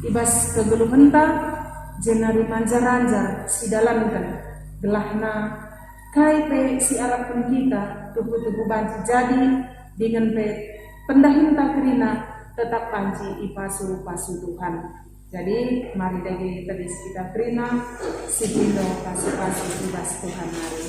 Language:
Batak Karo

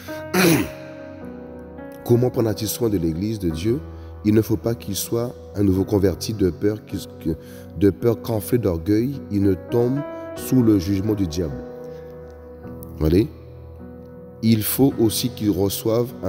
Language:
French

